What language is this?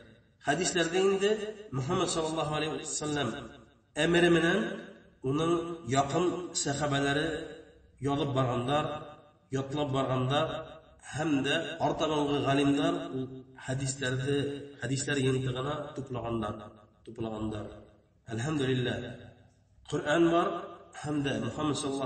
Bashkir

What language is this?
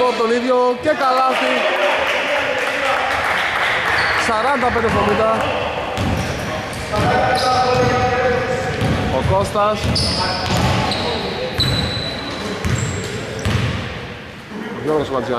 Greek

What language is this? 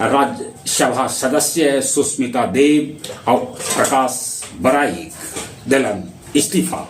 Magahi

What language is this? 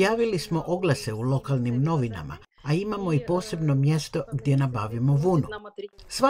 Croatian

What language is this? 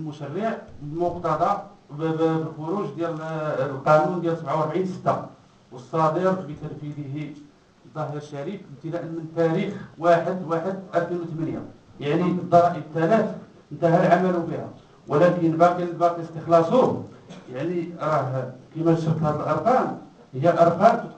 Moroccan Arabic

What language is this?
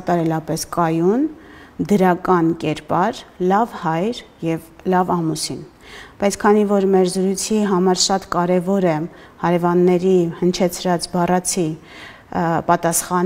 Armenian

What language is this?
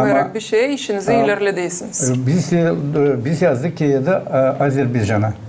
Gagauz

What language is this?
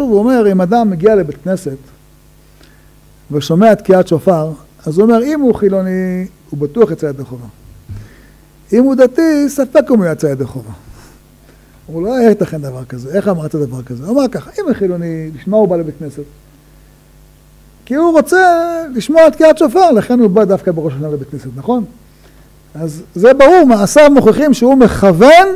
Hebrew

